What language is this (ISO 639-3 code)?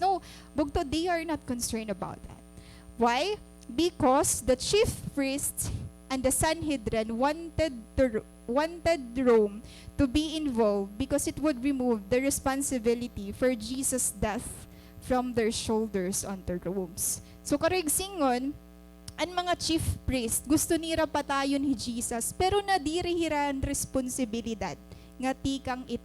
war